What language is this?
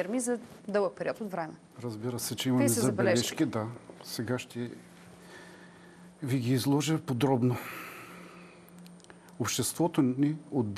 Bulgarian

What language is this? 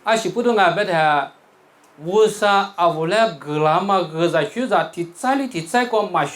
Lisu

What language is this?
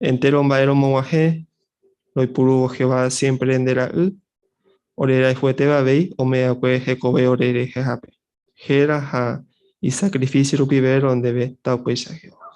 Guarani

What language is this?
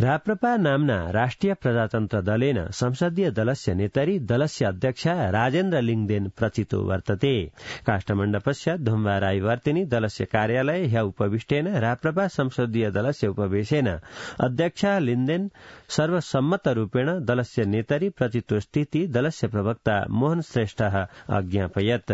Sanskrit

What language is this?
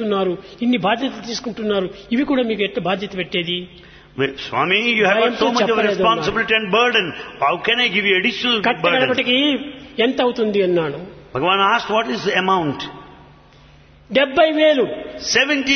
Telugu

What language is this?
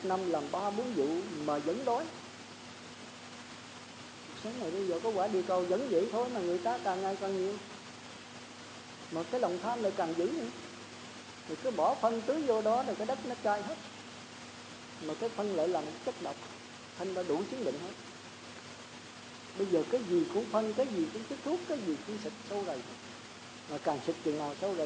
Vietnamese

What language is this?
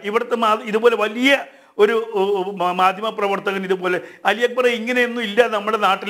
Malayalam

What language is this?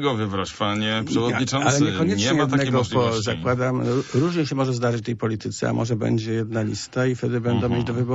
Polish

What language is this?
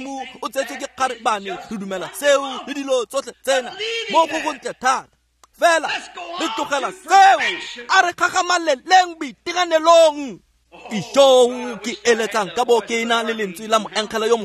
Tswana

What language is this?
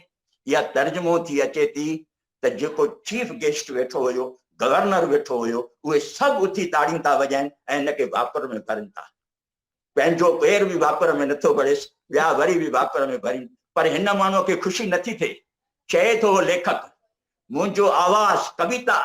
Sindhi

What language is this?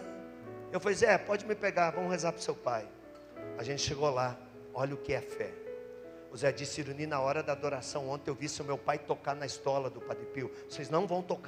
Portuguese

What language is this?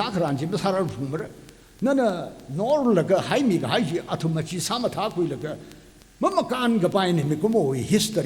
Tangkhul Naga (India)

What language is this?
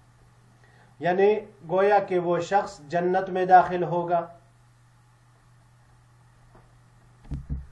Urdu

